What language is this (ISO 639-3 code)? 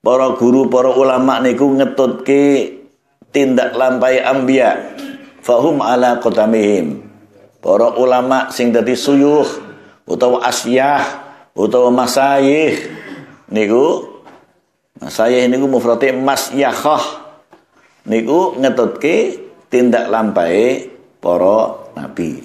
jav